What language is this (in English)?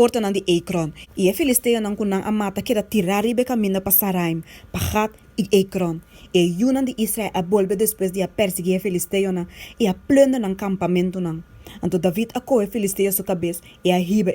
Papiamento